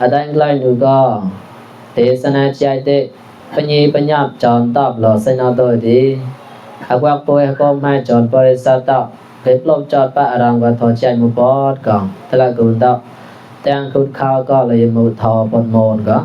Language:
Mon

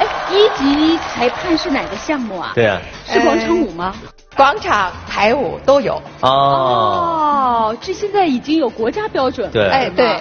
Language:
Chinese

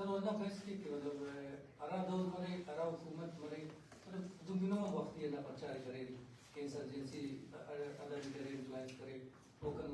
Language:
Brahui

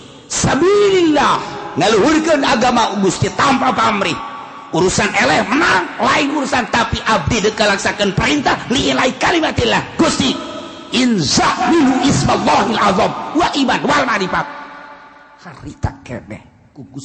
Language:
Sundanese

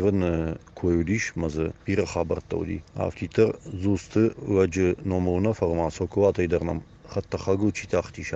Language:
Ossetic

